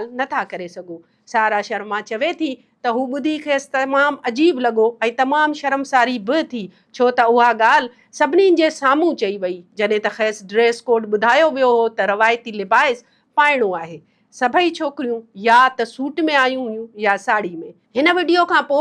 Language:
Sindhi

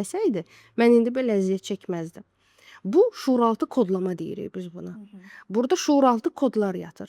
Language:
Azerbaijani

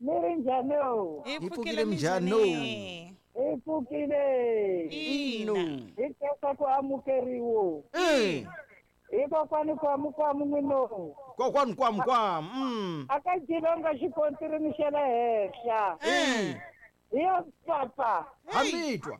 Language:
Tsonga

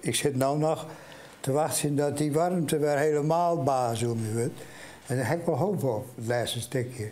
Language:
Western Frisian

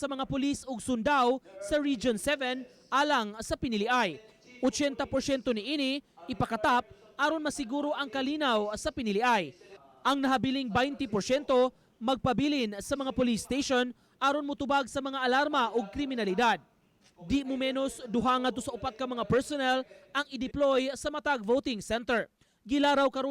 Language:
Cebuano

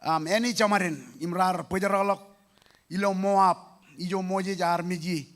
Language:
Marshallese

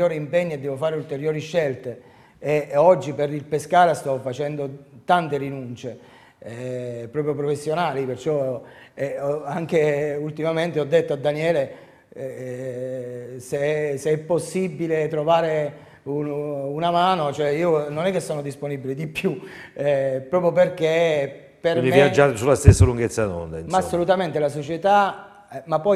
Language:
Italian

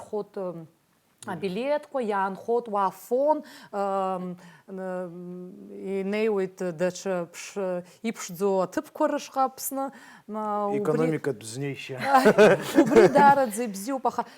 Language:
Abkhazian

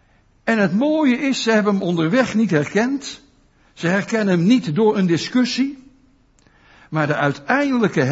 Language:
Dutch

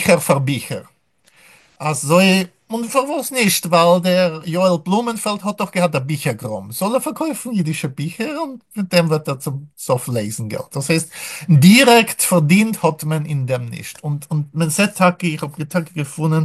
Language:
Yiddish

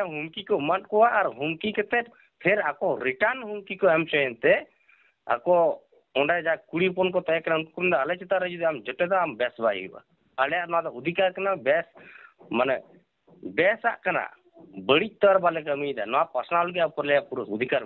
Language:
Santali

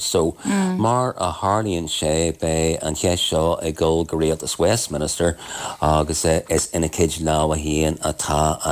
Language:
Irish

